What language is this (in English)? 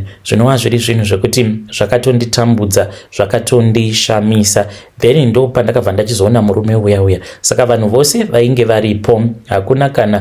Shona